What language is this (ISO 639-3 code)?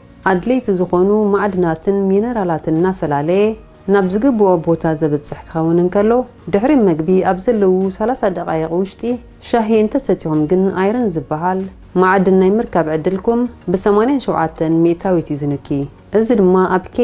tir